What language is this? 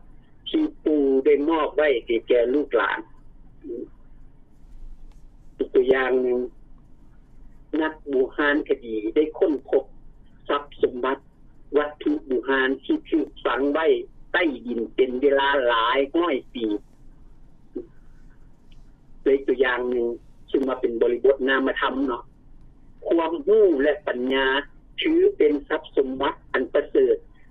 Lao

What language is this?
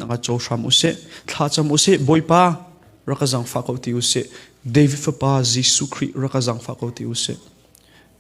Hakha Chin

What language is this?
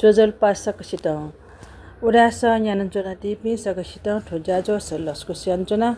Newari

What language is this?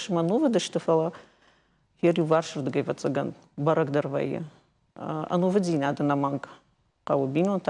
Ossetic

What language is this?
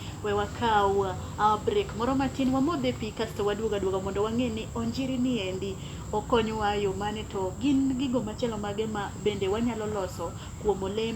Luo (Kenya and Tanzania)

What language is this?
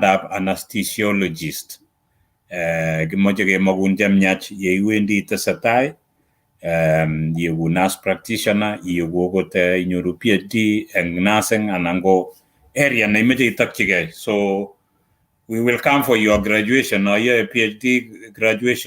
Kalenjin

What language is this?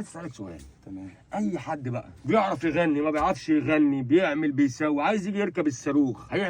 Egyptian Arabic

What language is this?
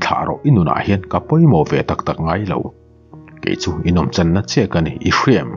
Mizo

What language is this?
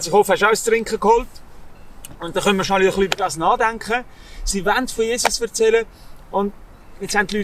Swiss German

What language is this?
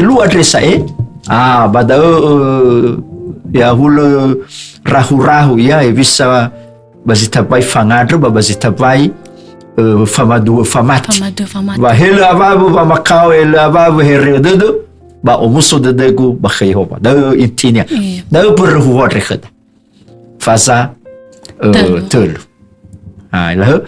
Nias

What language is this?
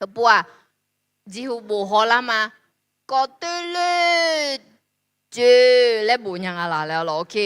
Akha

